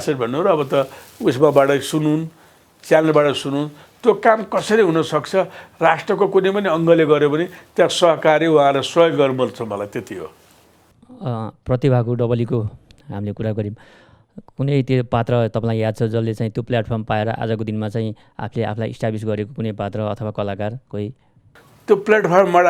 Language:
Nepali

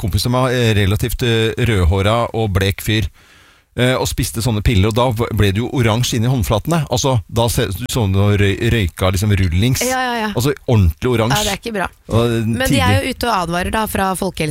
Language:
Norwegian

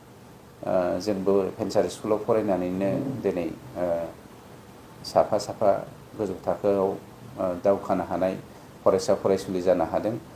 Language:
Bodo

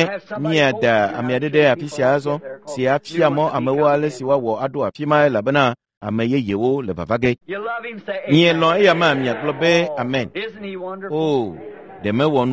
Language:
Ewe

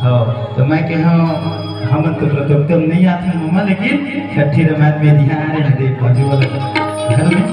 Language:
Chhattisgarhi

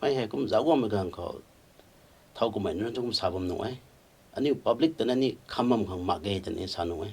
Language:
Rongmei Naga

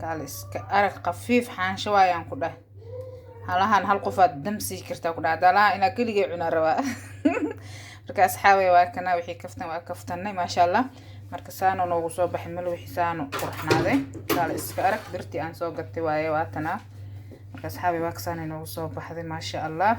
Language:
Somali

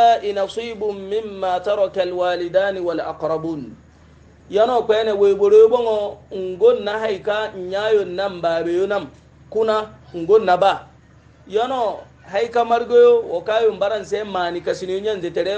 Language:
Hausa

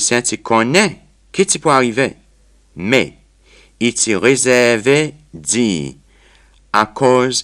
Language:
Seselwa Creole French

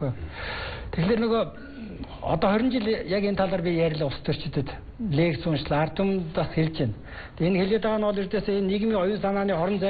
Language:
Mongolian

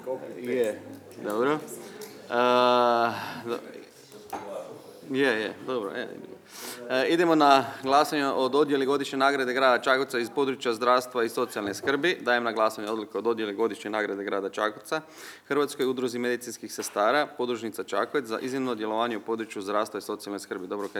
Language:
Croatian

